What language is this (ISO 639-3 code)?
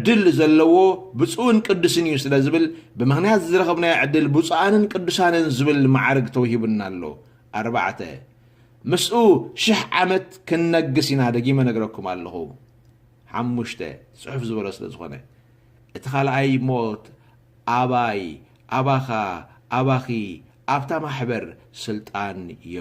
tir